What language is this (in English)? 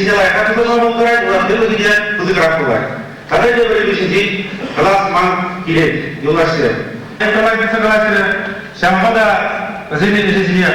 Chuvash